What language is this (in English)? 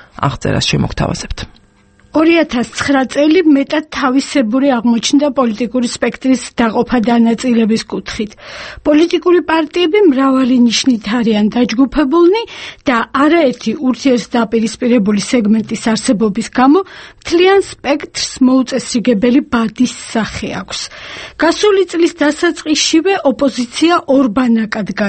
Georgian